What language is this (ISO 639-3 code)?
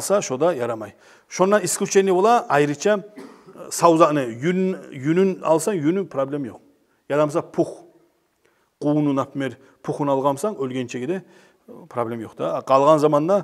kum